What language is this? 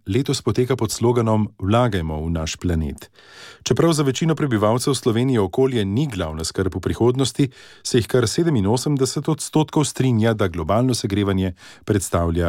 Slovenian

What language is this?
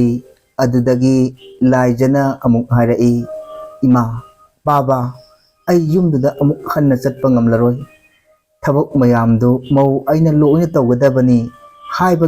Manipuri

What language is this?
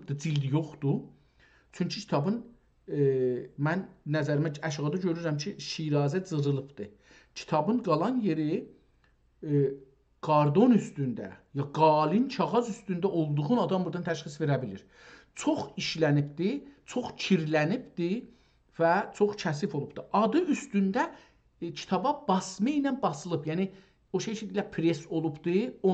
South Azerbaijani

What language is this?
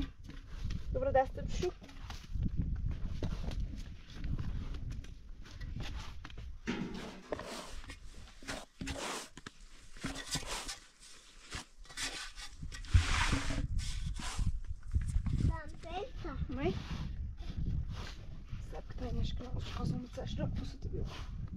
Persian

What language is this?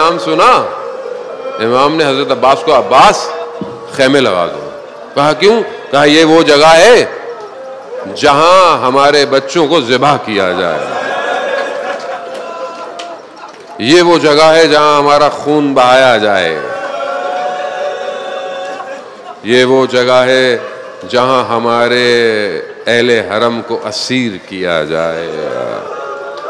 Urdu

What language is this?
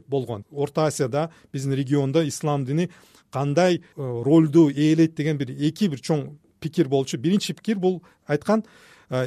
Kyrgyz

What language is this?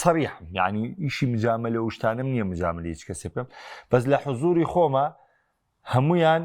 Central Kurdish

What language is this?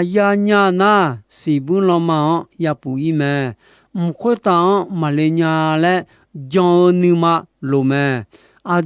Akha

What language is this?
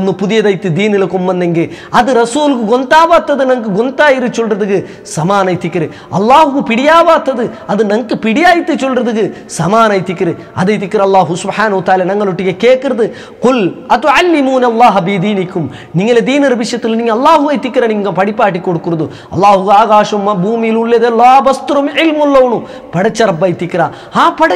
Malayalam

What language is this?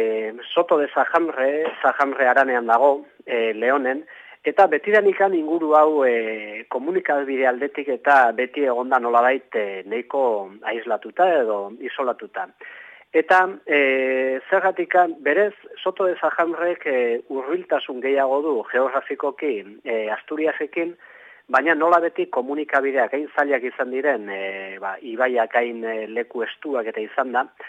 Basque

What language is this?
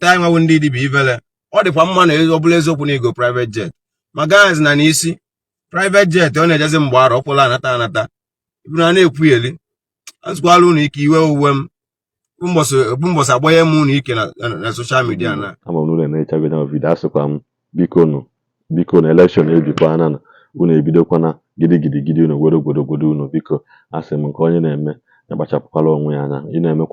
Igbo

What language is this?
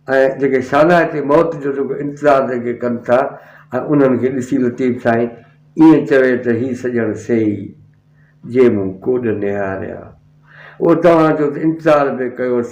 Sindhi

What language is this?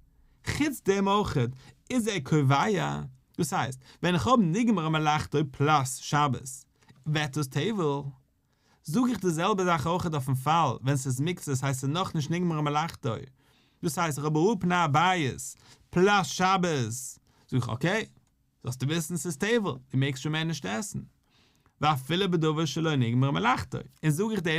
Yiddish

